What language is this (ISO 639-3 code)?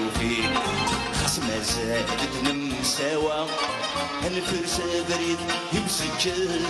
kab